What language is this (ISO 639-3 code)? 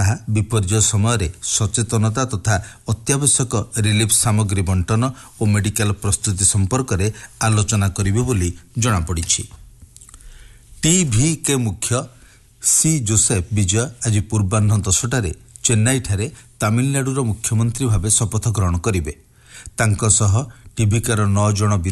ori